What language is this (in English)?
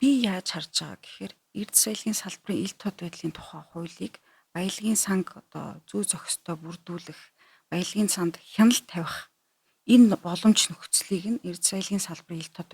Mongolian